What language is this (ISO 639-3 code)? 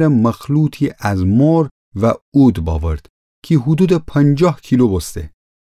glk